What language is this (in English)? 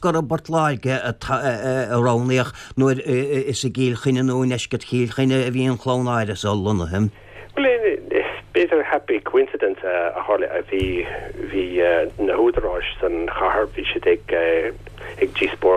Irish